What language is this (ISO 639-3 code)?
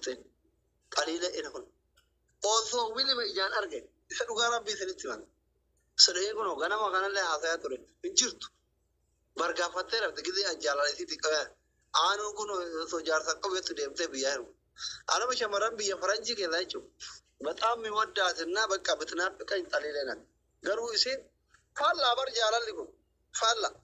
orm